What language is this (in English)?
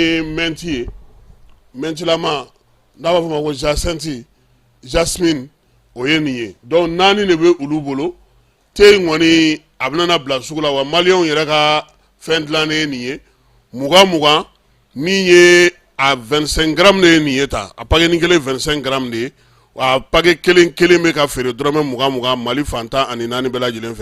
Bambara